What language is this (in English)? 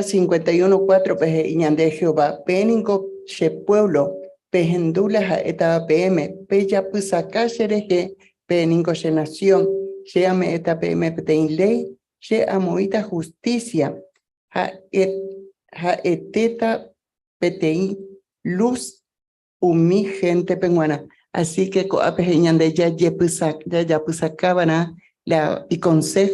Guarani